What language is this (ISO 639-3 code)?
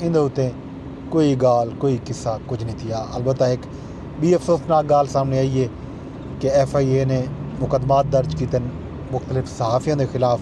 skr